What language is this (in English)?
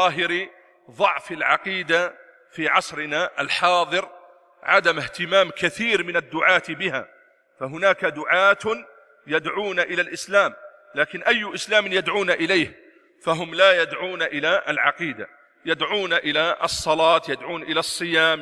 Arabic